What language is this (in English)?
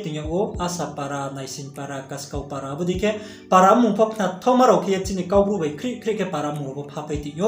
Riang (India)